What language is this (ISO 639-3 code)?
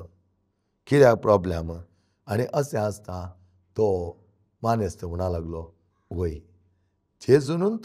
kok